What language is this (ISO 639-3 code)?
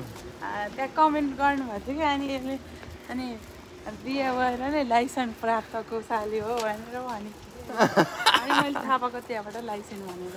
nep